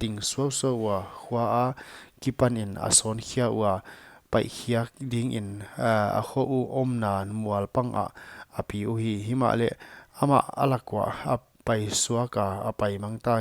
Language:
Paite Chin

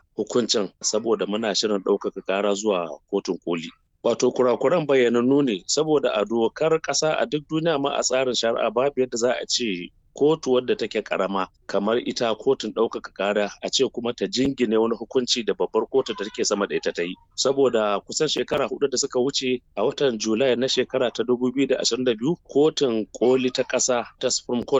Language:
Hausa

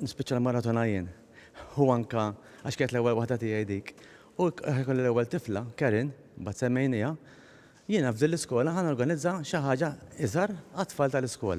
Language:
Maltese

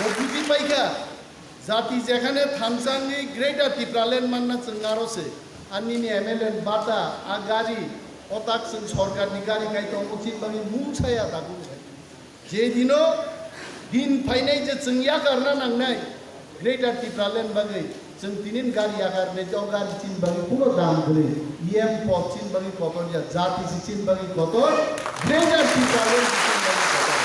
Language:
Kok Borok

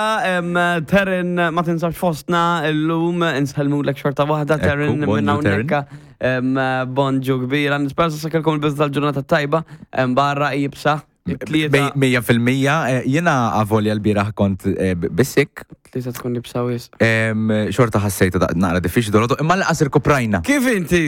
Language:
Maltese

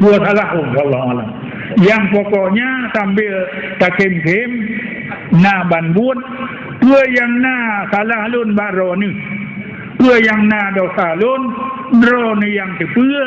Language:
Achinese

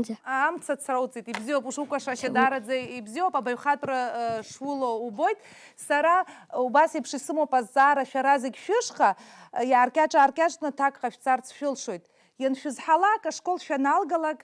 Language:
Abkhazian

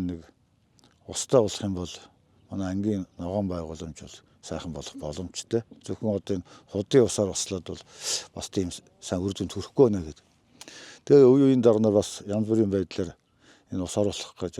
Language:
Mongolian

